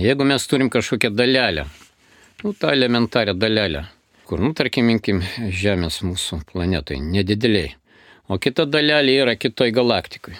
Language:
Lithuanian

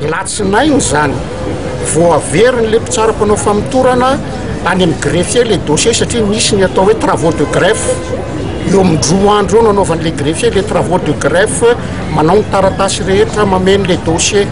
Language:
Malagasy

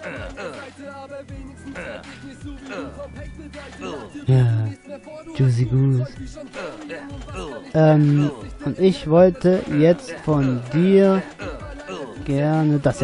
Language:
German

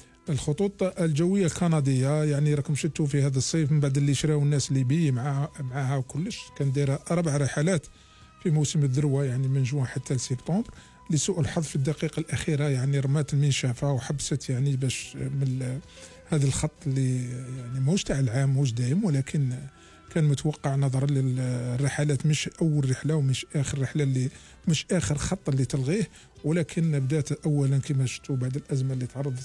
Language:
Algerian Arabic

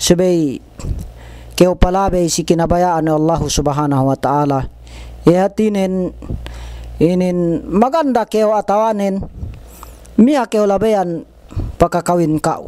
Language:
Yakan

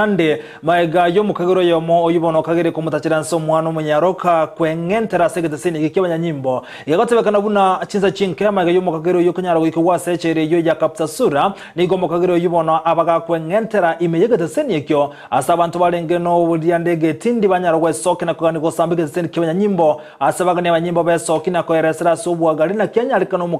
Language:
Gusii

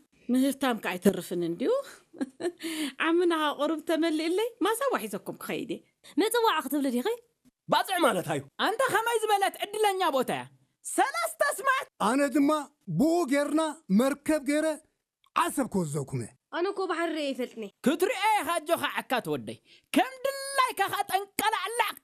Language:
Tigrinya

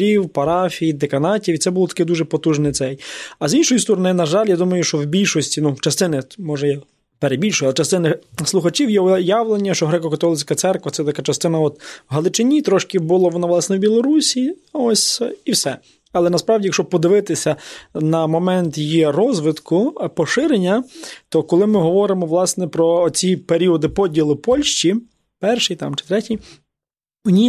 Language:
Ukrainian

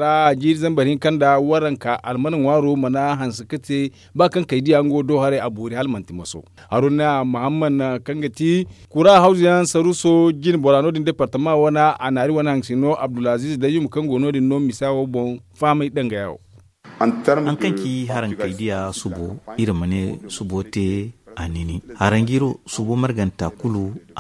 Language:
Zarma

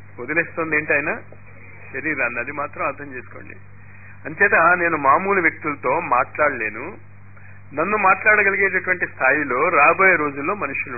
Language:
Telugu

